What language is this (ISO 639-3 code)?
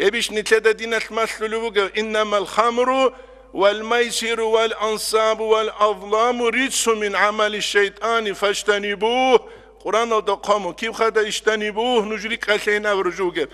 ava